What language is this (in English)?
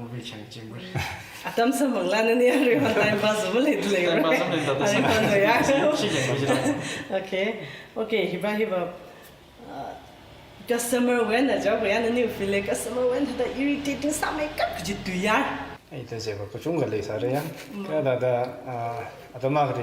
Tangkhul Naga (India)